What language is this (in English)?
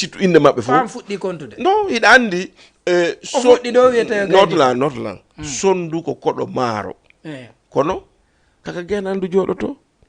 Fula